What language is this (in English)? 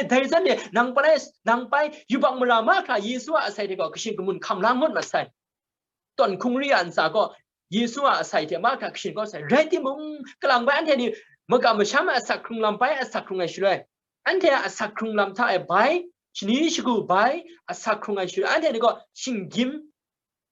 Kachin